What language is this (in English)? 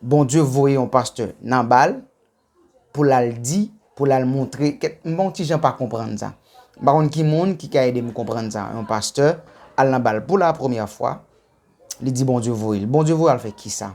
Haitian Creole